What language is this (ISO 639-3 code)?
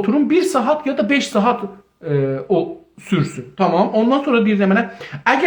azb